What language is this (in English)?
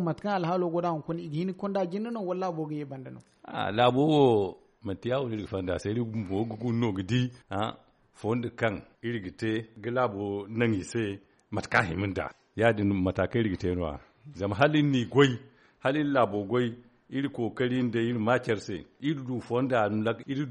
Zarma